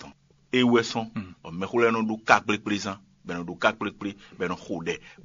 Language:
Fon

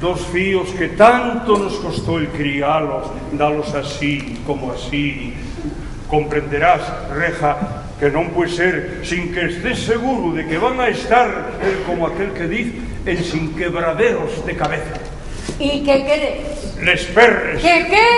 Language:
Asturian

